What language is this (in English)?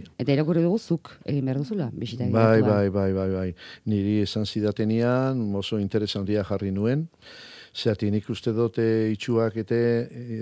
Basque